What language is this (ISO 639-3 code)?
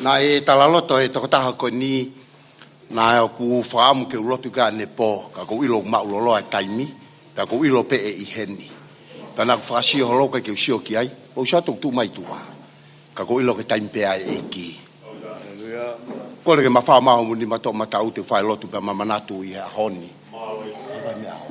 ton